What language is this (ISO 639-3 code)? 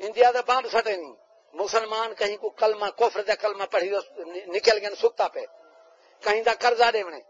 skr